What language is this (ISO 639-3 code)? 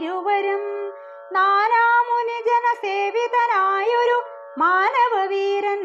mal